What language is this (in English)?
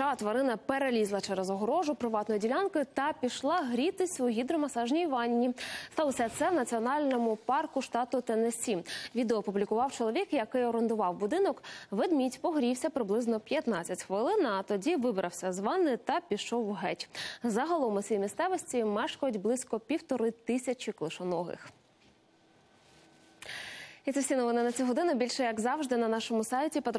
Ukrainian